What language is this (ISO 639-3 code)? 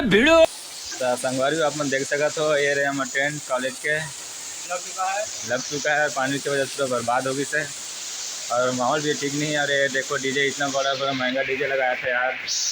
hne